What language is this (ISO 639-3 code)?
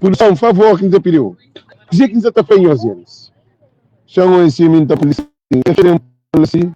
kea